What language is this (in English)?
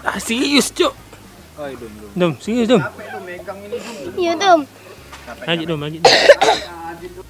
Musi